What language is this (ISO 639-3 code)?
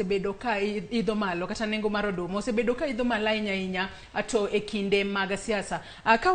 luo